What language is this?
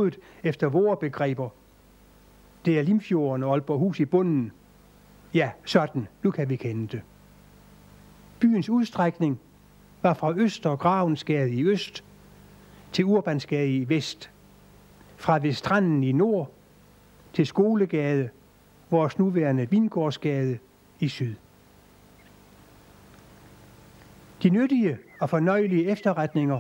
Danish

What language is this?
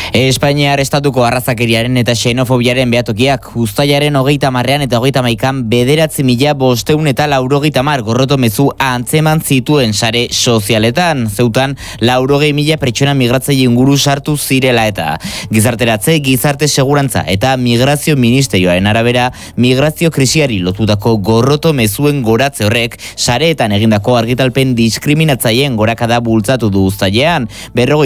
Basque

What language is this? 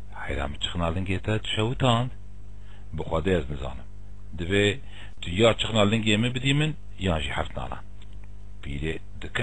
Kurdish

